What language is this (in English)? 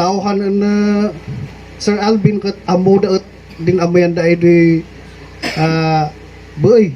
Kankanaey